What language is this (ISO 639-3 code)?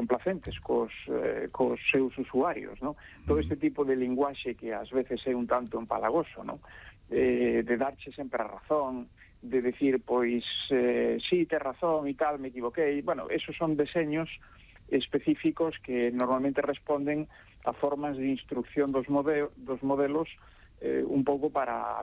glg